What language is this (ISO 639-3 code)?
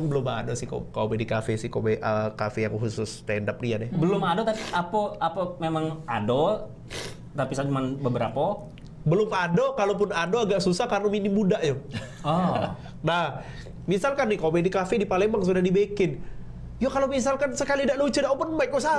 mui